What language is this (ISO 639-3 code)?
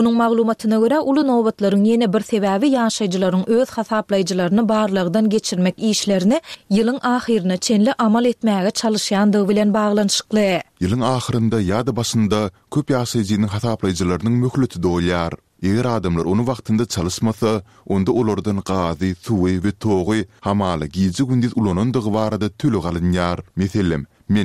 tuk